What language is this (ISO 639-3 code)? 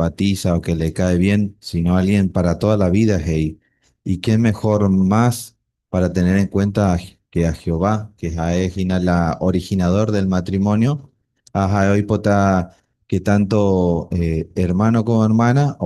grn